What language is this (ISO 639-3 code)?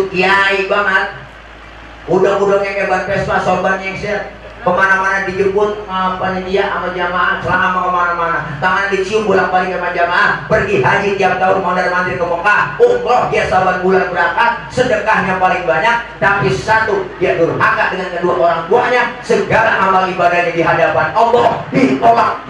bew